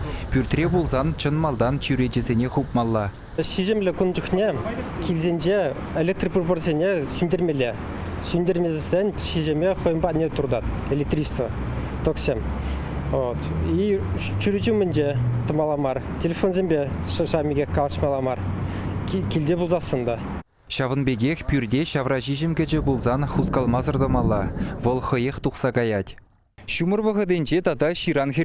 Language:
Chuvash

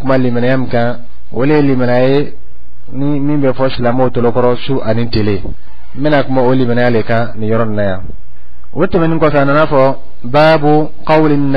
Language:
Dyula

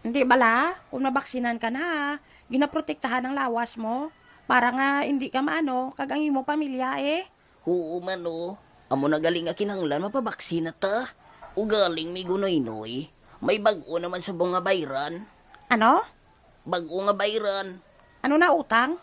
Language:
Hiligaynon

